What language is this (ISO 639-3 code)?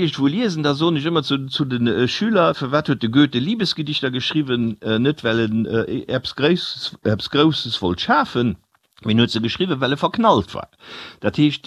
ltz